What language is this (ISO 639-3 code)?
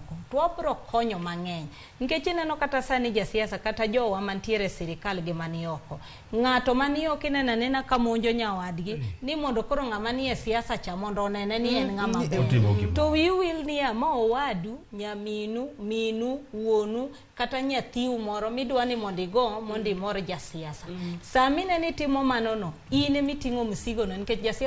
luo